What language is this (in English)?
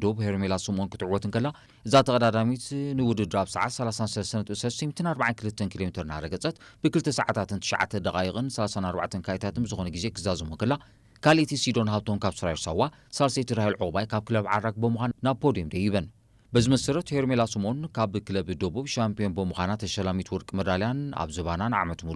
Tigrinya